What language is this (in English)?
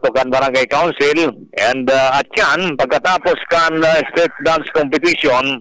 Bikol